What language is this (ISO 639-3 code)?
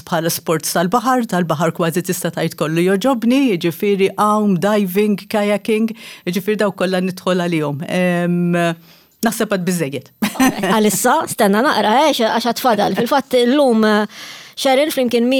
mlt